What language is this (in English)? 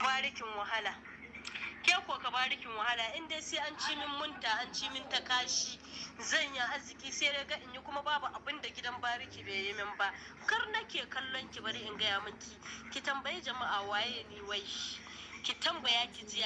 Hausa